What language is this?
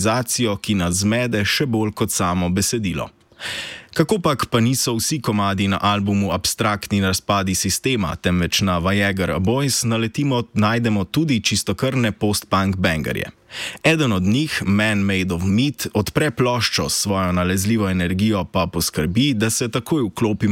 Slovenian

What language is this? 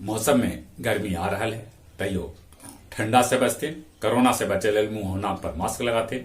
Magahi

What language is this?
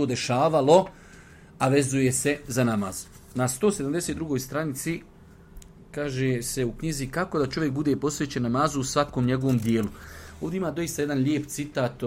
Bosnian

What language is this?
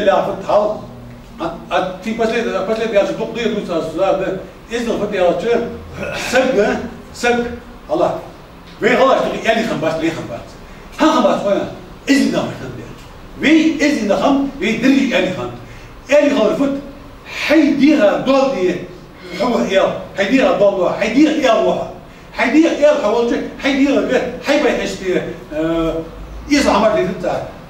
Ingush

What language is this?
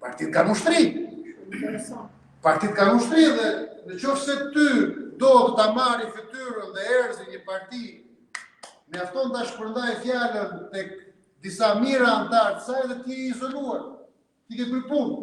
Albanian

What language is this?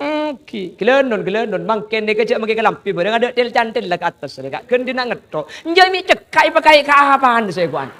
Madurese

